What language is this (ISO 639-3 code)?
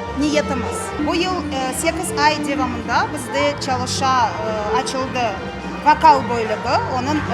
crh